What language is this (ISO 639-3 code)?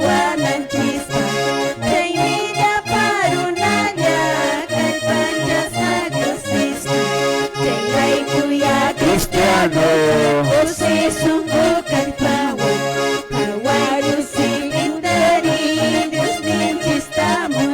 que